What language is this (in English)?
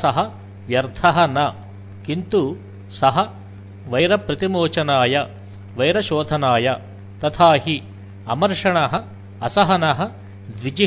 Sanskrit